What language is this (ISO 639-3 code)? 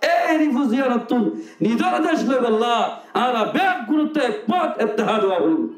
rhg